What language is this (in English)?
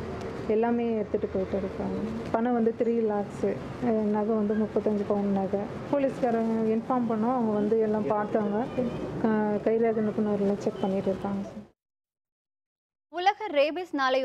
Tamil